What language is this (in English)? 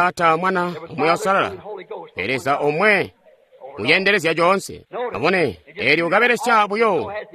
Tonga (Zambia)